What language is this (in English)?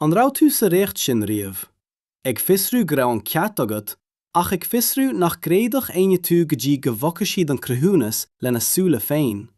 Irish